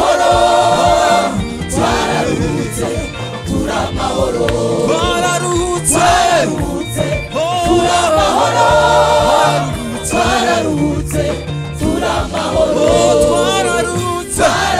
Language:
Kinyarwanda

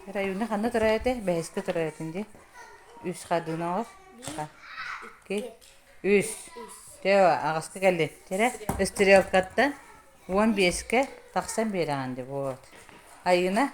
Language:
Yakut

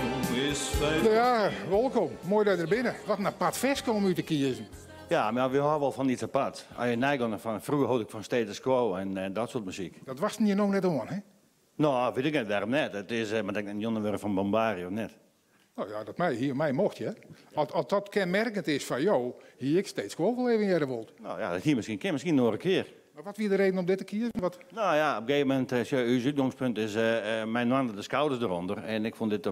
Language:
Western Frisian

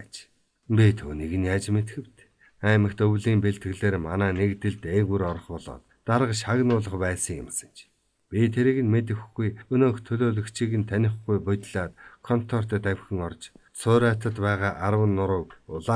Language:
Mongolian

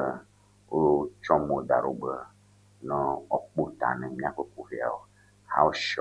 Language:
Ewe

